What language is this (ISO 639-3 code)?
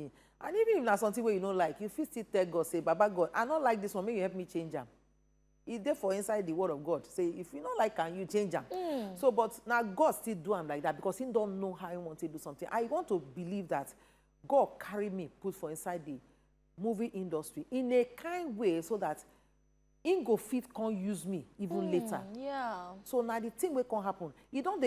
pcm